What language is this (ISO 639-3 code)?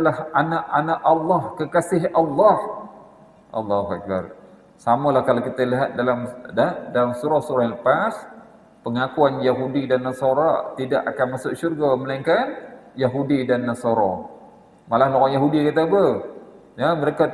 msa